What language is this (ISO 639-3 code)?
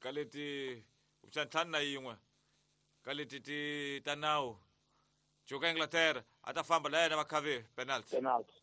tso